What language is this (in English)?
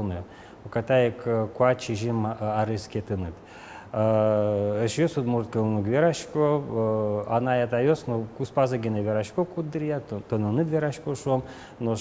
Udmurt